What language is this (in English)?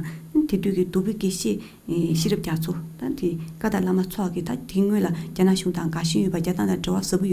Tibetan